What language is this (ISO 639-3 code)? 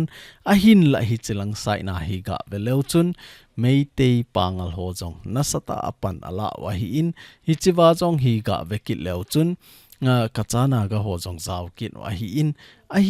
tcz